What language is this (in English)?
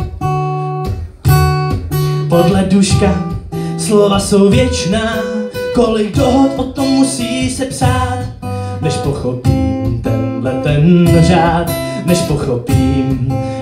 Czech